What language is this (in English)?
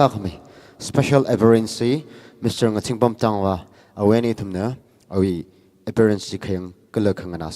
Tangkhul Naga (India)